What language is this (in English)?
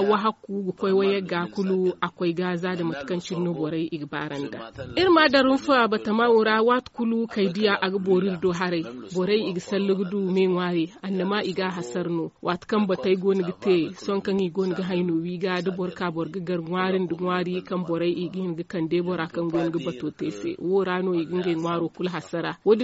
Zarma